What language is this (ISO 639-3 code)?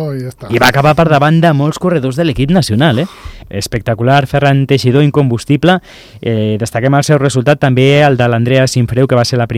cat